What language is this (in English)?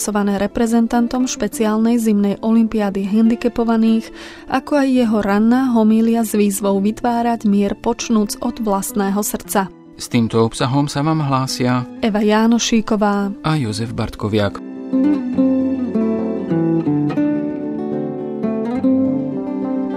Slovak